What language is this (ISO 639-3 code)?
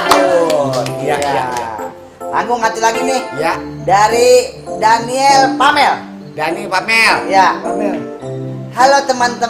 bew